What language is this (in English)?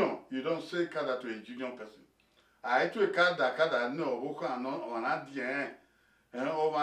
Bini